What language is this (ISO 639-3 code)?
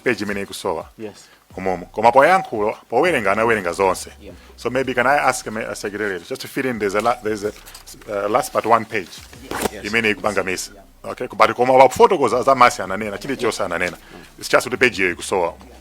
nya